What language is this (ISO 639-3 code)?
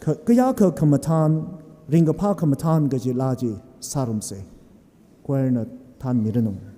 nmf